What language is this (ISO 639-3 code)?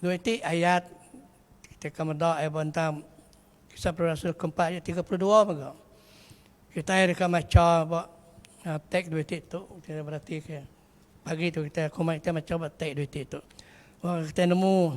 iba